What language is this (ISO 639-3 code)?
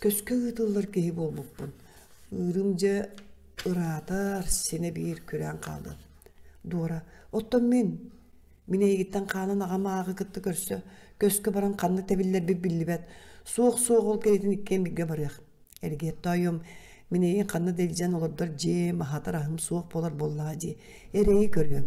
sah